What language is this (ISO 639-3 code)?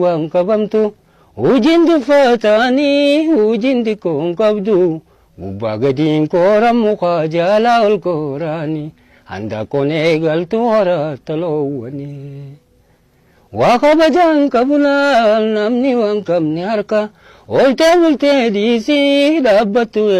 orm